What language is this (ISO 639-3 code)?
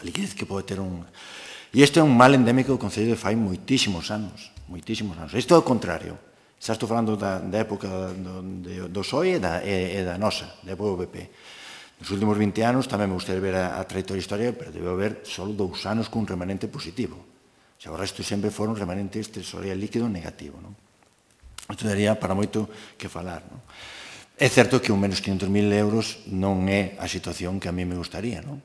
glg